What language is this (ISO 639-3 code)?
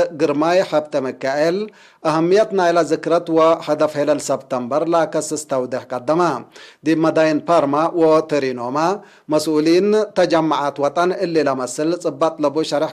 tig